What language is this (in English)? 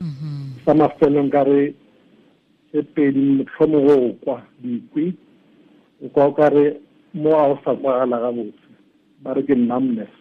Tswana